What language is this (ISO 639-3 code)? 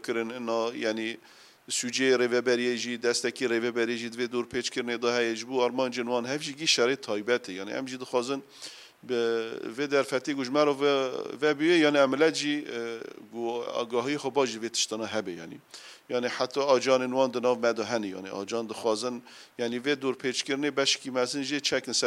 kur